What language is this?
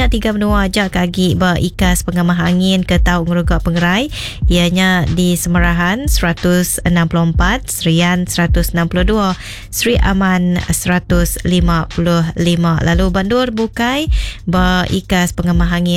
Iban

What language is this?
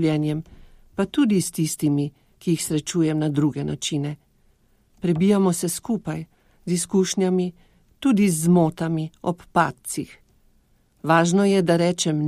Slovenian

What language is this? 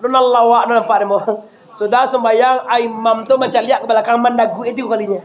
Minangkabau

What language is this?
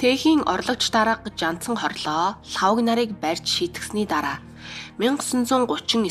Mongolian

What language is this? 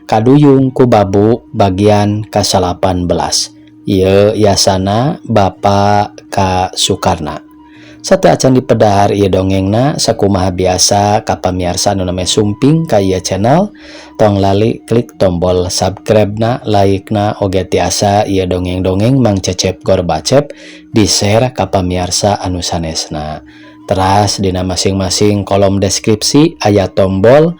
Sundanese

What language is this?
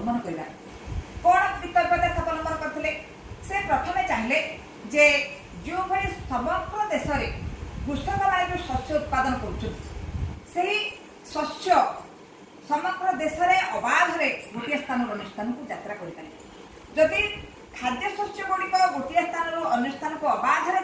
Odia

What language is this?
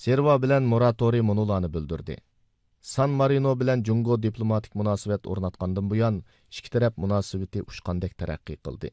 Uyghur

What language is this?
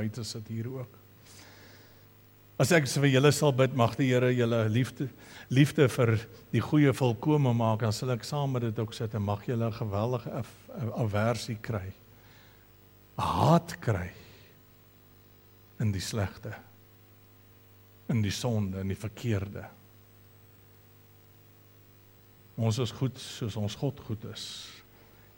Afrikaans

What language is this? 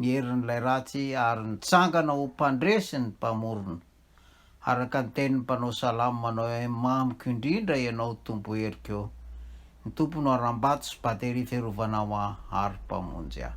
Malagasy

